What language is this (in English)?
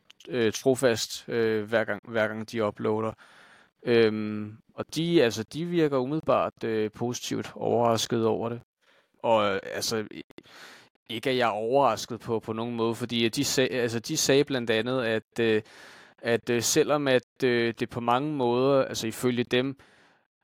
Danish